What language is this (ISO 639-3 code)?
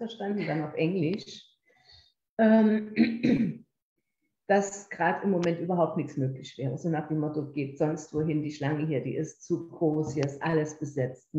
deu